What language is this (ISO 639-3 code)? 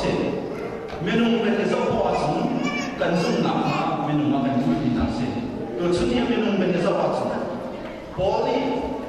cnh